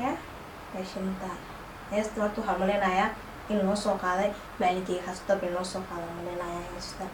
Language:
Somali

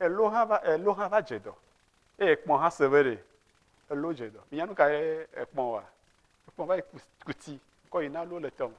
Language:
Ewe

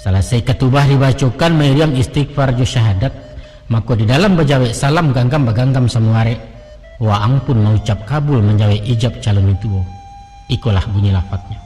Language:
Minangkabau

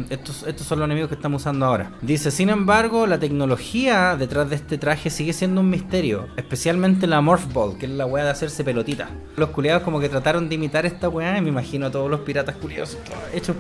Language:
Spanish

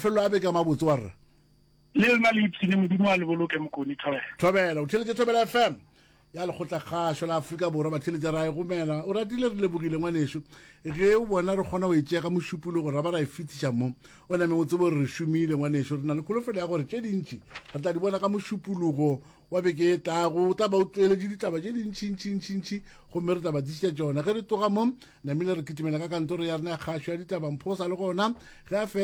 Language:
Northern Sotho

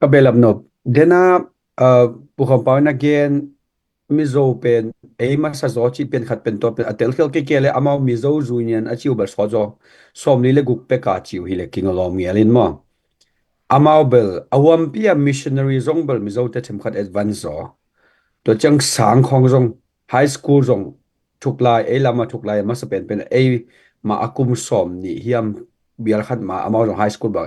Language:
Tedim Chin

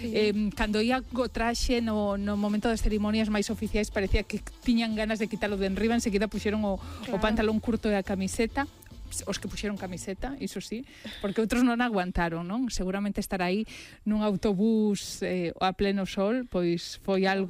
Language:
Galician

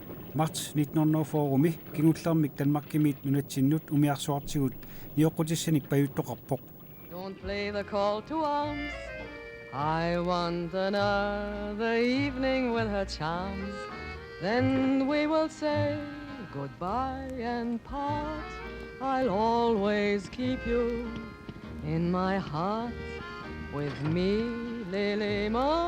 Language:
Kalaallisut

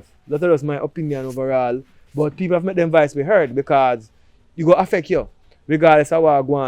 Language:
Jamaican Creole English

